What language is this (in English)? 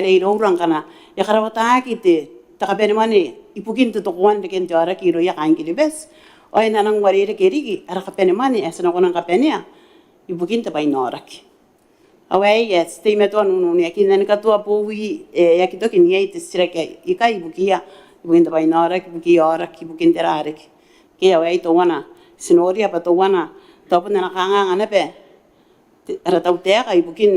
Gilbertese